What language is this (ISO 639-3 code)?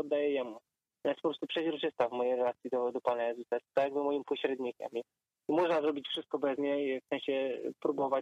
pol